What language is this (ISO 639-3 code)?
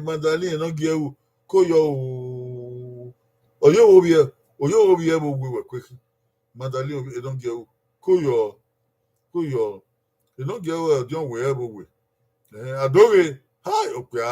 bin